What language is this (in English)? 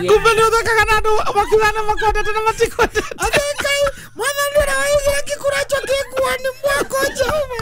Kikuyu